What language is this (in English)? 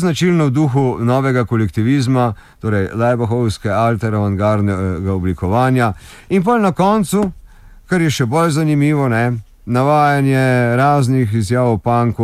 Slovenian